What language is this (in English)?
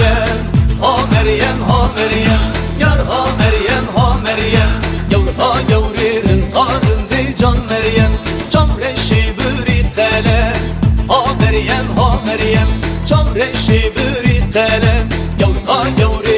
Turkish